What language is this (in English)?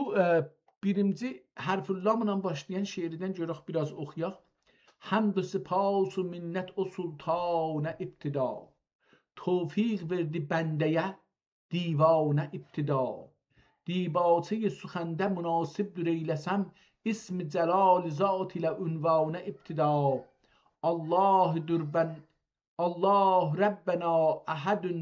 South Azerbaijani